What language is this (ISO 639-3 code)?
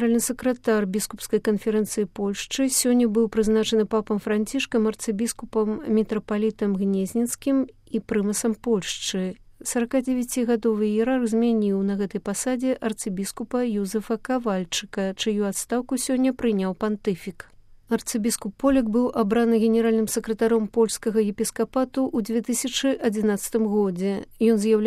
bel